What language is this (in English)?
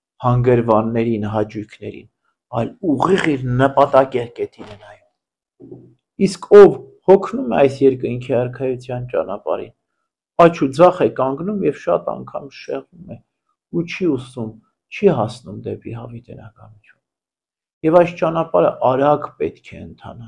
Armenian